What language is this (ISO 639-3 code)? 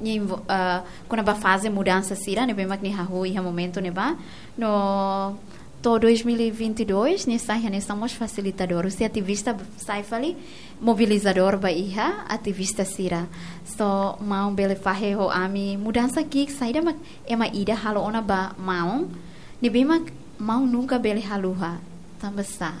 tet